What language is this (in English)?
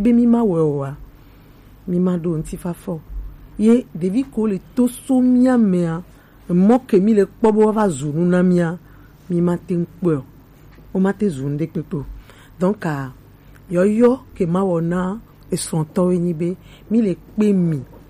Gen